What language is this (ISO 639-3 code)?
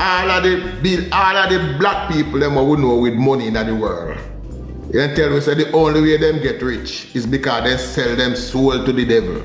jam